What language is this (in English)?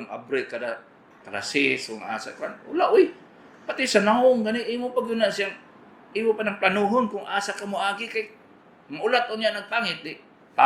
Cebuano